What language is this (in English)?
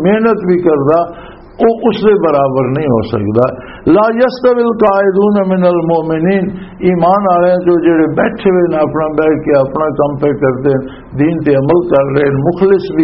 Western Panjabi